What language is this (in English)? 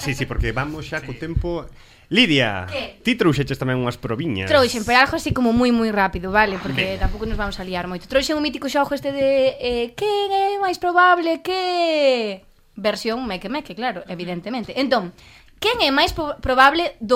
Galician